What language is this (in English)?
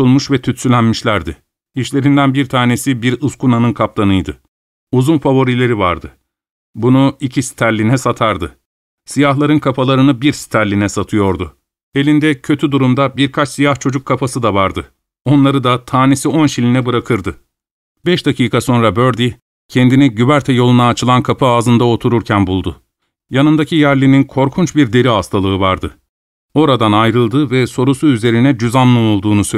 Turkish